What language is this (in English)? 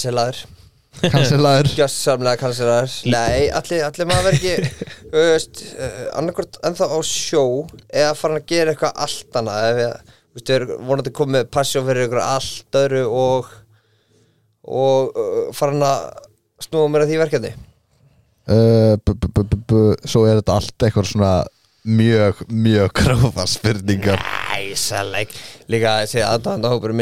Icelandic